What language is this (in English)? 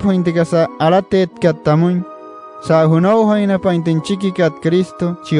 Wayuu